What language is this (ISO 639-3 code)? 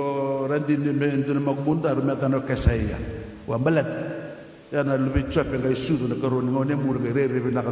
fij